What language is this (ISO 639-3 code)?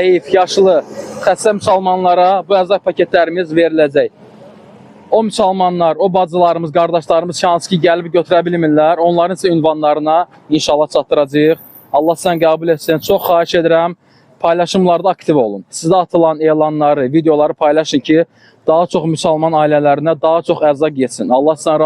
aze